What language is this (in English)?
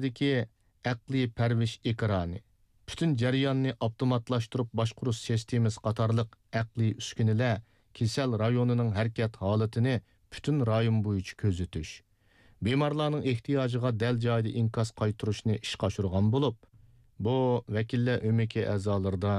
Uyghur